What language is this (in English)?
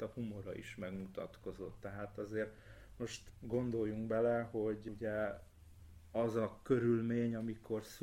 Hungarian